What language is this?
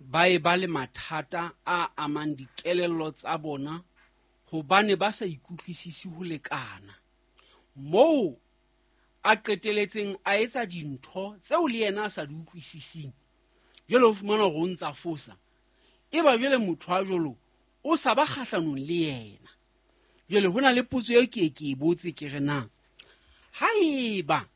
Southern Sotho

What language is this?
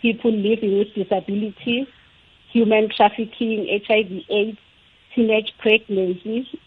South Ndebele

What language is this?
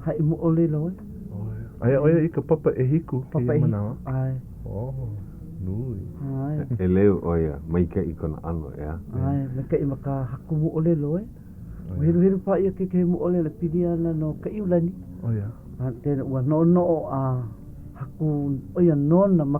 Hawaiian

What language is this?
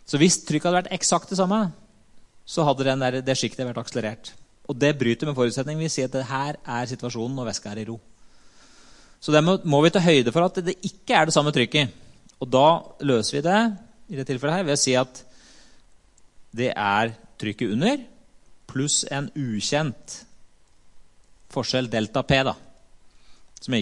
Norwegian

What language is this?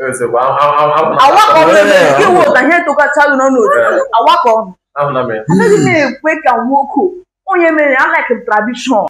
Igbo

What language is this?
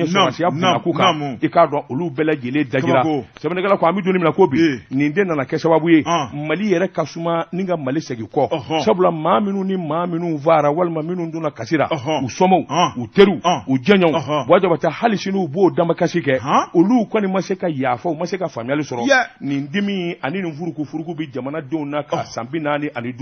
Bambara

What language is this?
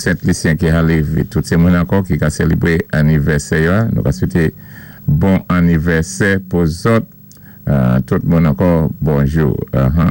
Saint Lucian Creole French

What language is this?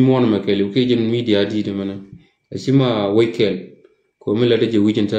Nuer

